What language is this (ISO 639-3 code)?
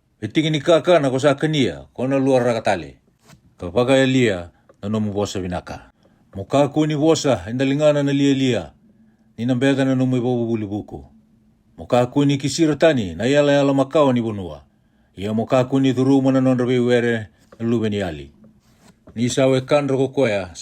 fij